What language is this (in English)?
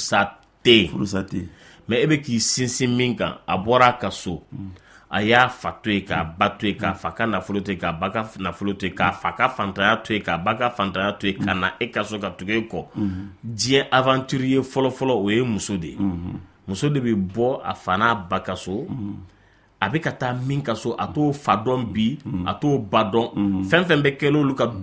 Bambara